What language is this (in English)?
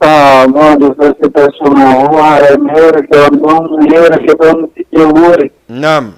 Fula